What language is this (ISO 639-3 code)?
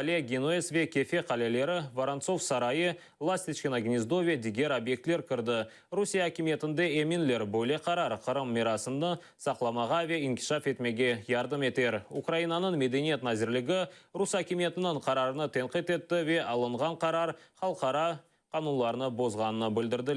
crh